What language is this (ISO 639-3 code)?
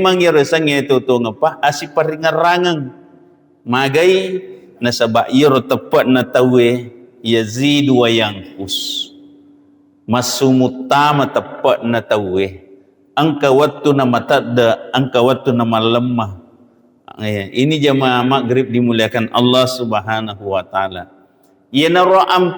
bug